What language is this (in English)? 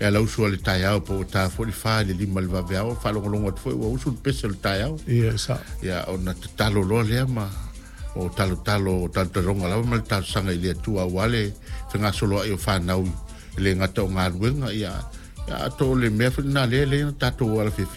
Samoan